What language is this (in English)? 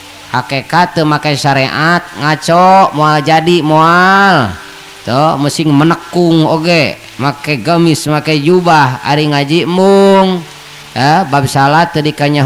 Sundanese